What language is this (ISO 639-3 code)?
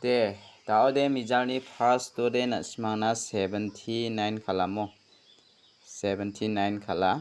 grt